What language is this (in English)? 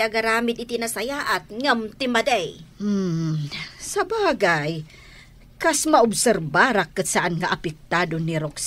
Iloko